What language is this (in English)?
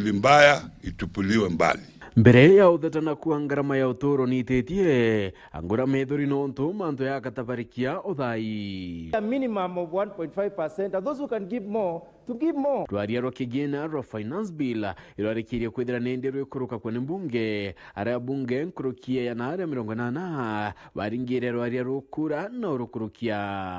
Meru